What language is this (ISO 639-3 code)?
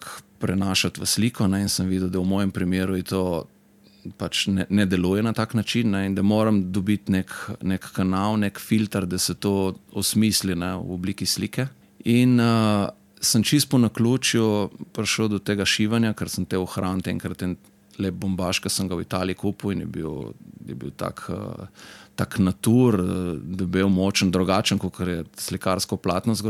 slv